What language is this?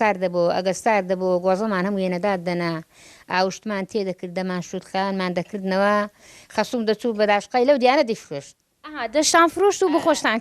Central Kurdish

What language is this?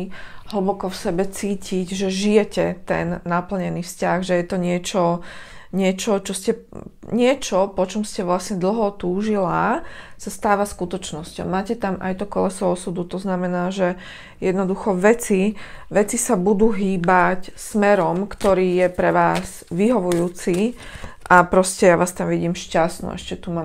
Slovak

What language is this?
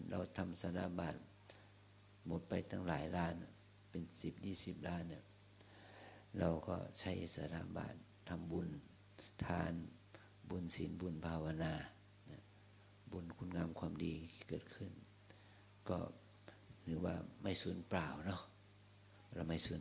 Thai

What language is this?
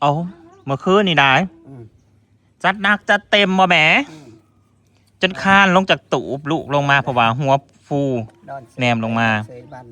Northeastern Thai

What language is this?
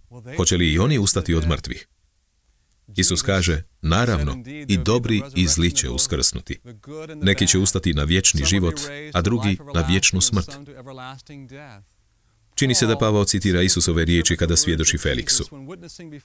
Croatian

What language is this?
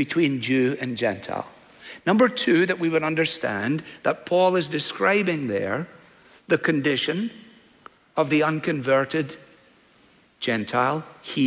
English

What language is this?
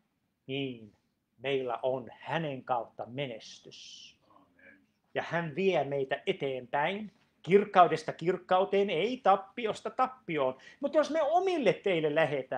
Finnish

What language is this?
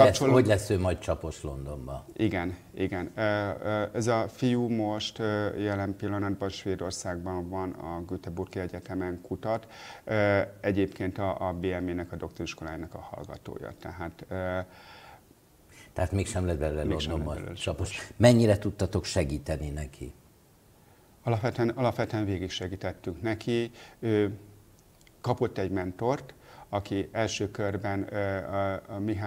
Hungarian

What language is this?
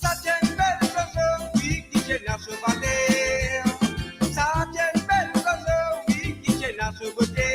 Morisyen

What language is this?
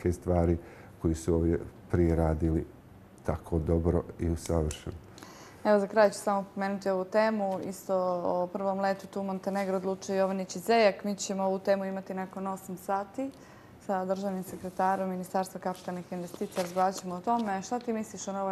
Croatian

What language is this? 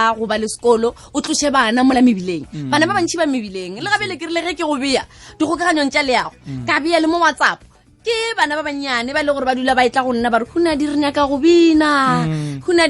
Northern Sotho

